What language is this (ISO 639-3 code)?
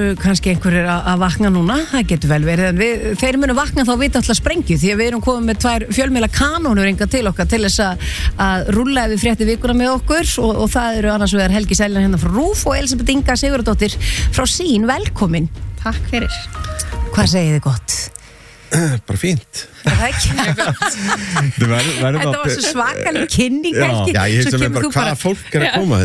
isl